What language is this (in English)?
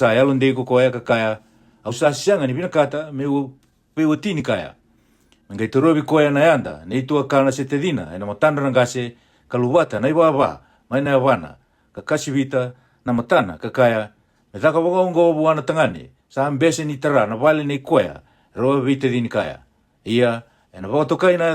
Fijian